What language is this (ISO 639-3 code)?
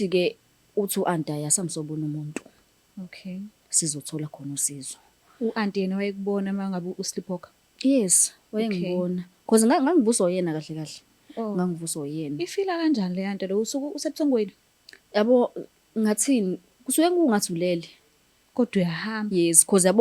zul